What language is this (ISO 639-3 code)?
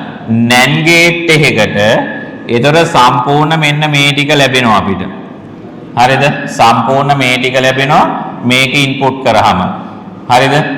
sin